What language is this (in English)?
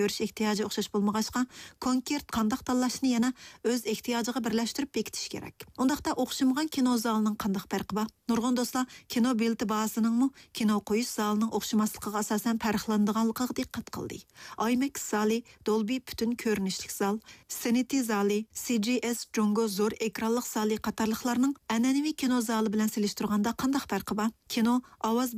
Uyghur